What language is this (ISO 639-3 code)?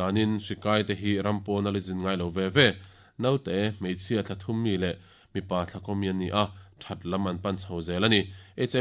lus